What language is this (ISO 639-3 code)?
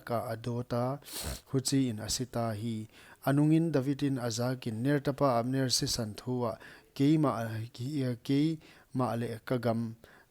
pck